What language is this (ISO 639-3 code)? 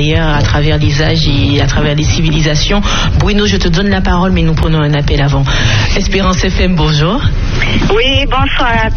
fra